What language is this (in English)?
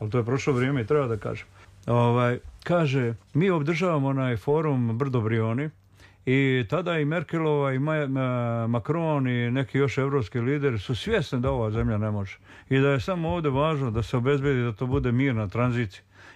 Serbian